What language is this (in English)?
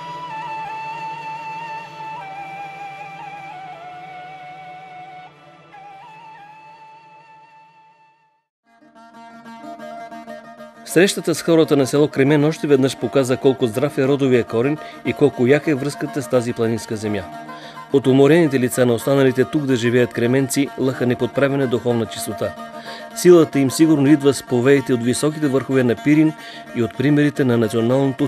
Bulgarian